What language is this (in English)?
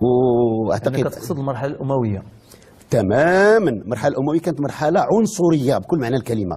Moroccan Arabic